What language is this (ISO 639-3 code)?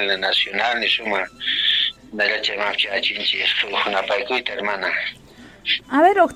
quh